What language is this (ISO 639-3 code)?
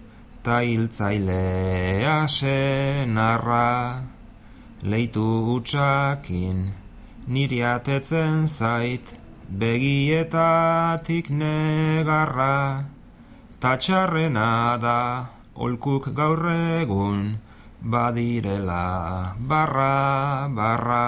eus